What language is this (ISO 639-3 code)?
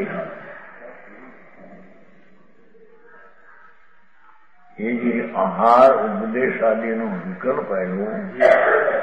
guj